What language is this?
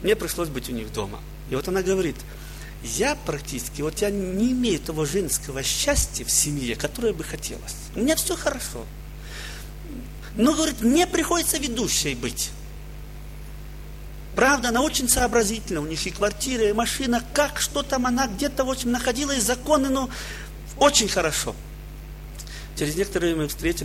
Russian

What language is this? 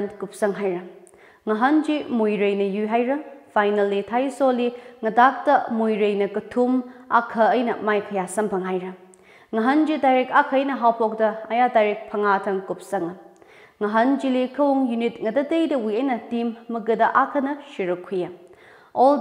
Tangkhul Naga (India)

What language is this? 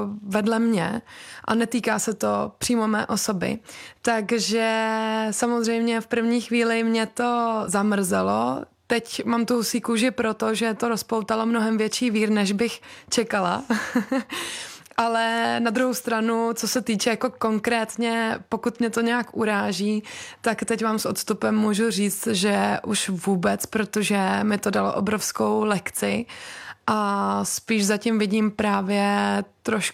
Czech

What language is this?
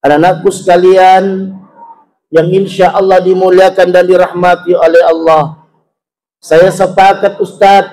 Buginese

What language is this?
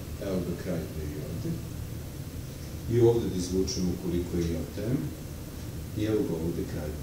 Serbian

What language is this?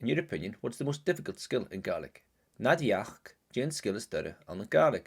Scottish Gaelic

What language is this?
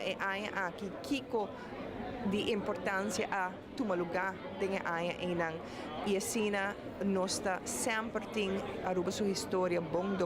Papiamento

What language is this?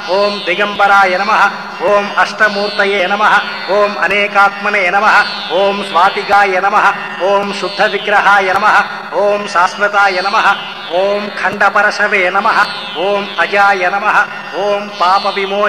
Telugu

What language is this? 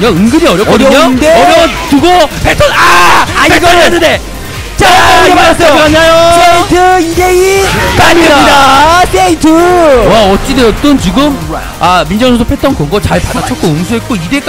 Korean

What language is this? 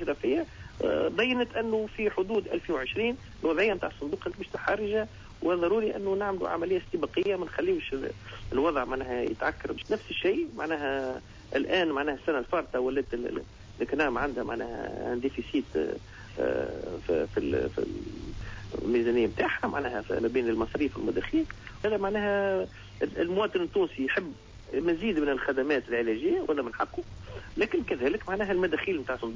Tunisian Arabic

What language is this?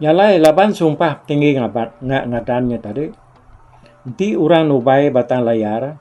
Iban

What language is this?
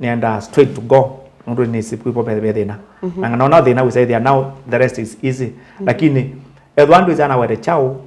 Kamba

